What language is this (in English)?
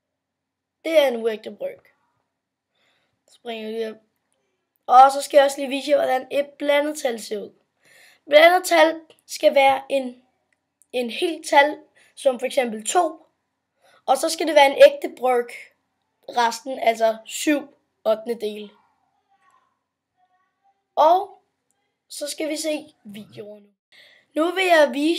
Danish